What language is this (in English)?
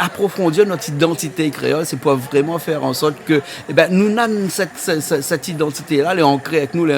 Réunion Creole French